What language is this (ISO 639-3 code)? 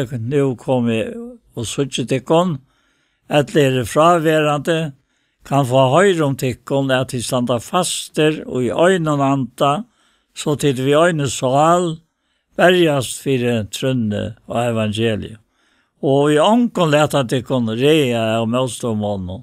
fao